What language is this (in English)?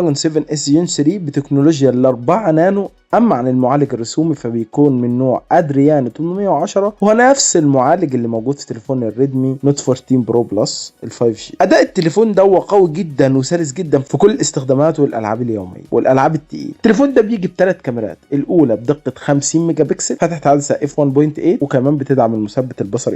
Egyptian Arabic